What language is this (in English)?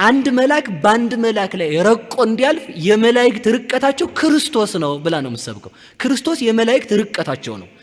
Amharic